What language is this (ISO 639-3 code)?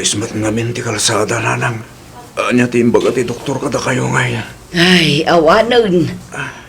ilo